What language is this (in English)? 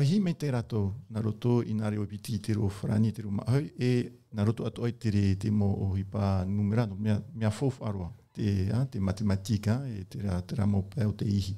Tahitian